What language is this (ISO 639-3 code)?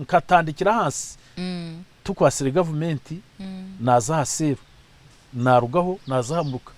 nyn